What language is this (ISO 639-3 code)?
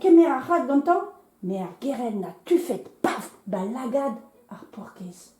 bre